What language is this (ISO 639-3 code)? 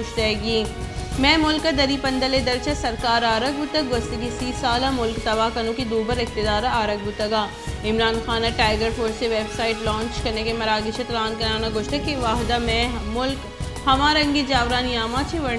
bal